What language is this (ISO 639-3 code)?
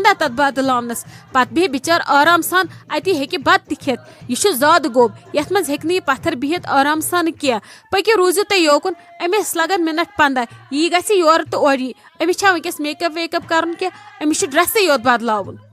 kas